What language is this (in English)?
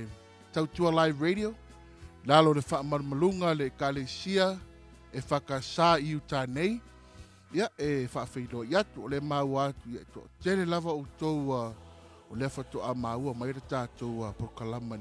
Samoan